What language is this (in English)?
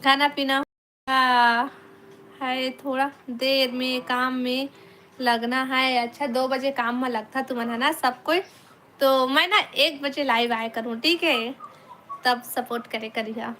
Chhattisgarhi